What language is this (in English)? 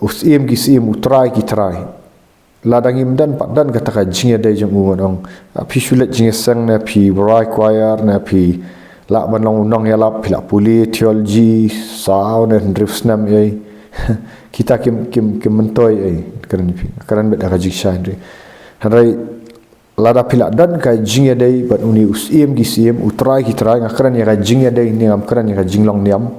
Khasi